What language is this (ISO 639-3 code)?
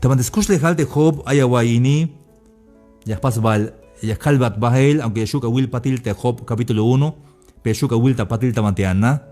tzh